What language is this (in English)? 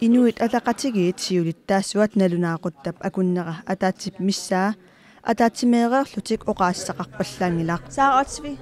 Kalaallisut